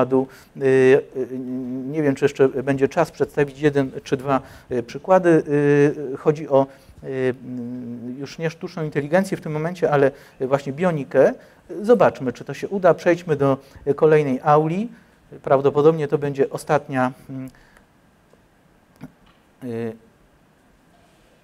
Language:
Polish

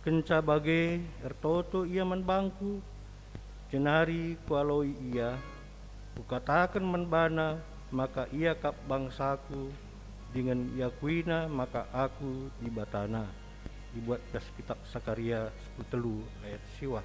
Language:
Batak Karo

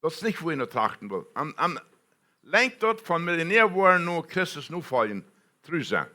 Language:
Plautdietsch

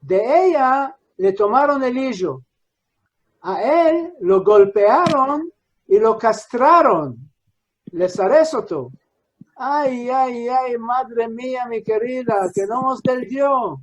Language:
Ladino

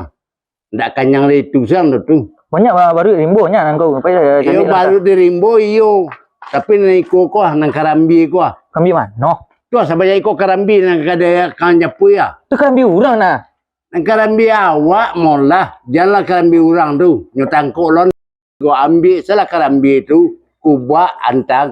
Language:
Minangkabau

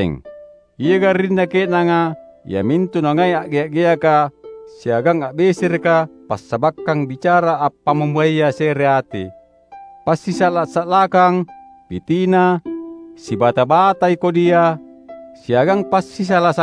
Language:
Makasar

